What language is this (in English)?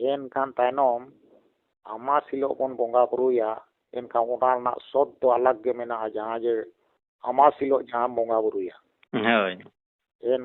Santali